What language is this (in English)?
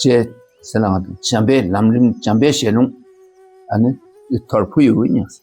Dakpakha